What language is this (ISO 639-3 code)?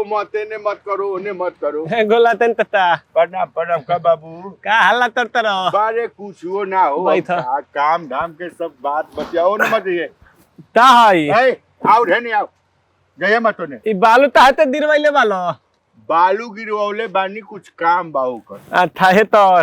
bho